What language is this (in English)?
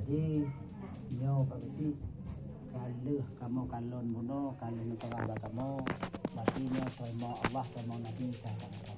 Achinese